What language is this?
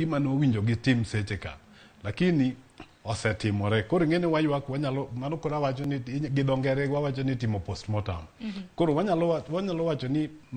Luo (Kenya and Tanzania)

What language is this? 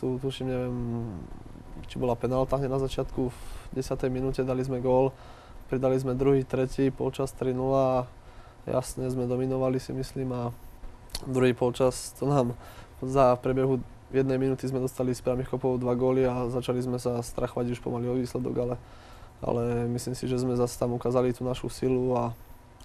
Slovak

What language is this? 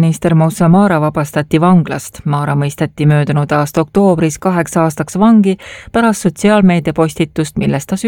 Estonian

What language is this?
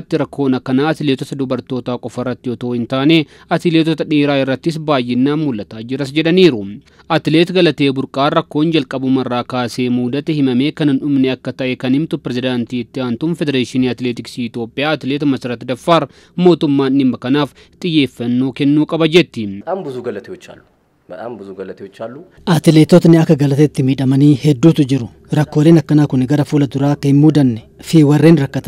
Oromo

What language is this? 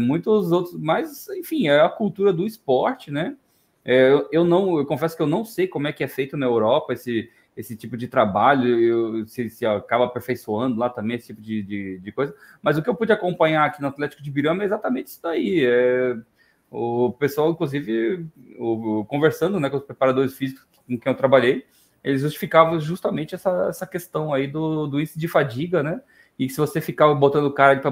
Portuguese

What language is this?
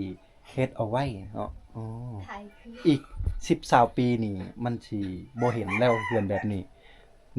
Lao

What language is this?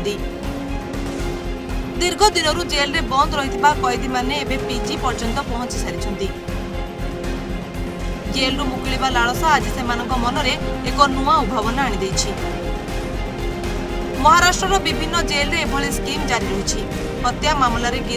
Odia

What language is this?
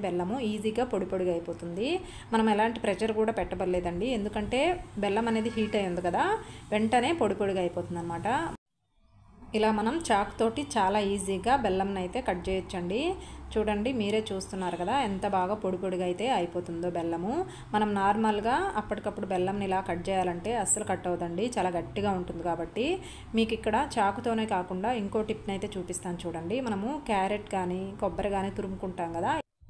Telugu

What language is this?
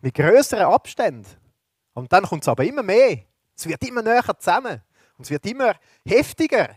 Swiss German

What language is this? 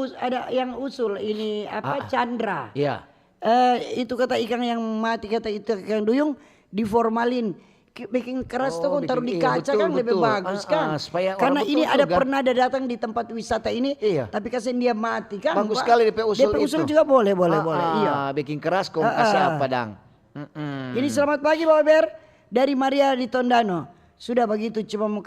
Manado Malay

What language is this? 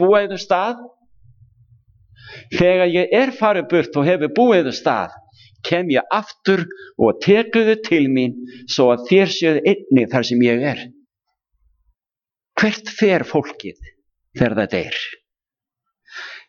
Icelandic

